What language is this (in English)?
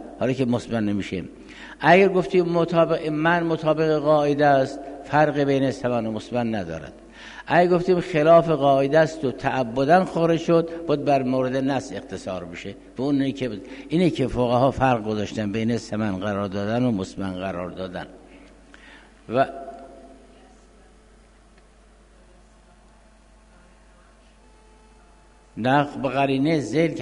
Persian